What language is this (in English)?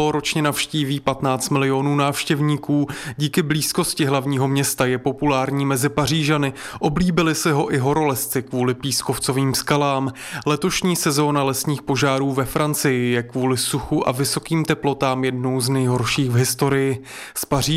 Czech